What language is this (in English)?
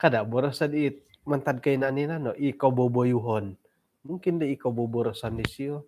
Central Dusun